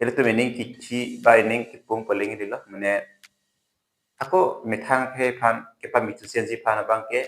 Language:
Karbi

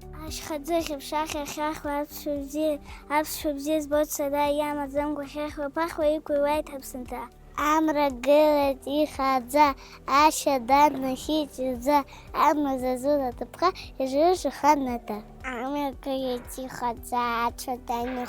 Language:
Abkhazian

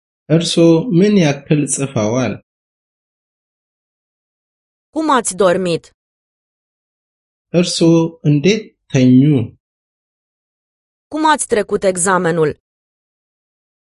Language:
Romanian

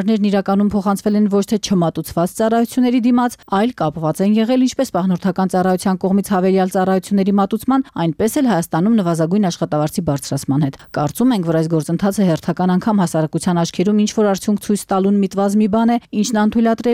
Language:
Armenian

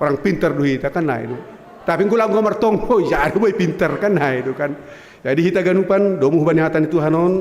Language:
Batak Simalungun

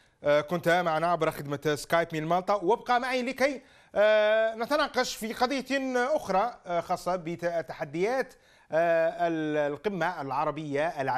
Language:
Arabic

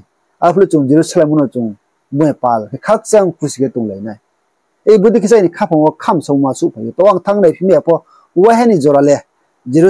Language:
Riang (India)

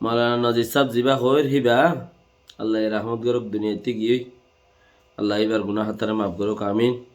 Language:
Rohingya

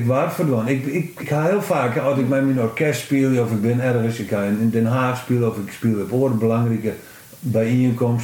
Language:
Western Frisian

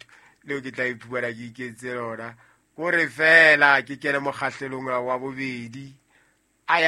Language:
Southern Sotho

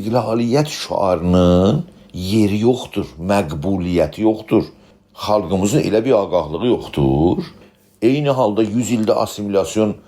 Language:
South Azerbaijani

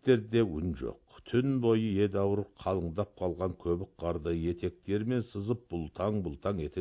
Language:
Kazakh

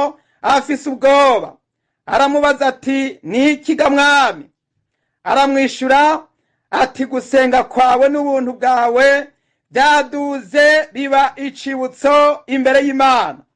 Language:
Rundi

